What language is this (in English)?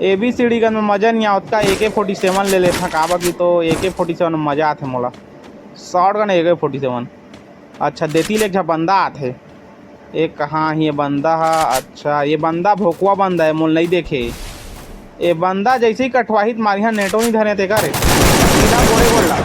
Chhattisgarhi